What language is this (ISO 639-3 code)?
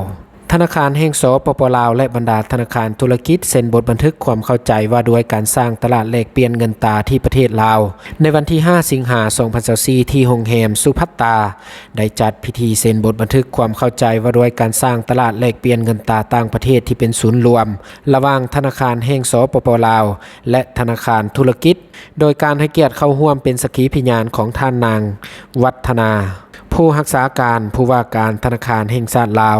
lao